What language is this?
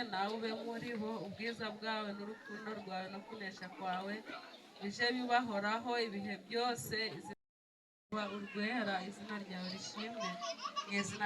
Kinyarwanda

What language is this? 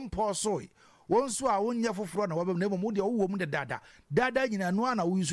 Akan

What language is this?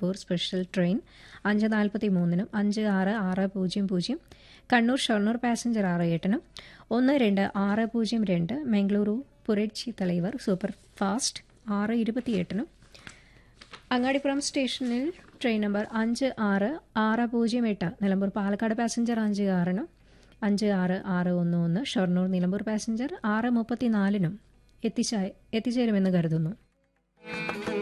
Malayalam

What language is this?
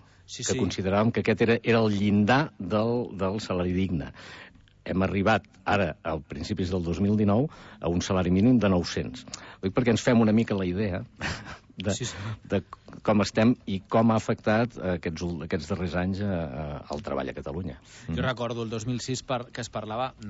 Catalan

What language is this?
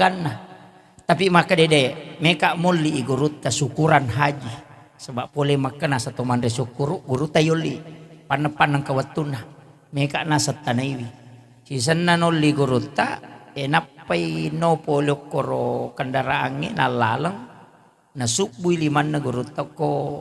Buginese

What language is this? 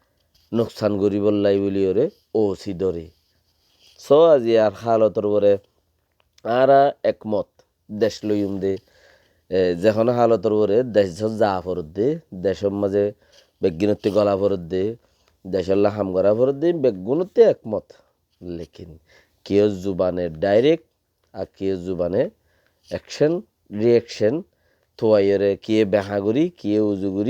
Rohingya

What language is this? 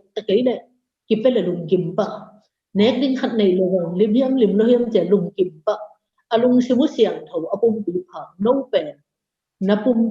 Tedim Chin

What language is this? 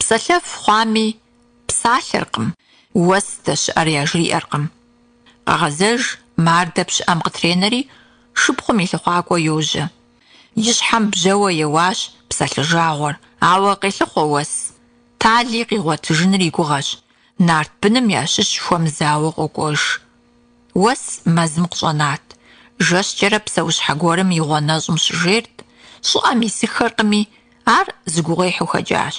Kabardian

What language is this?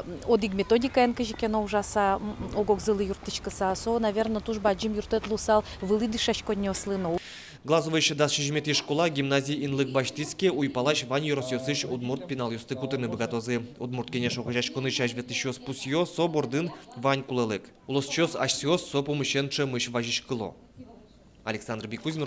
Udmurt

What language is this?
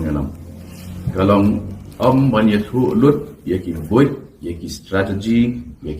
Khasi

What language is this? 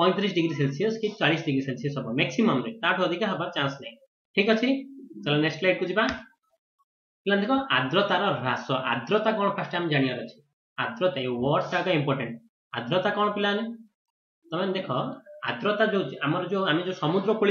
Odia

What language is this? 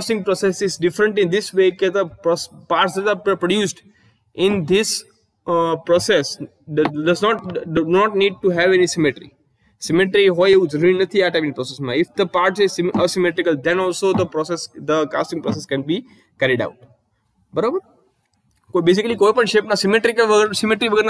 Gujarati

